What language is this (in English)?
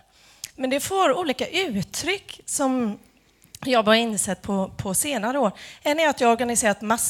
Swedish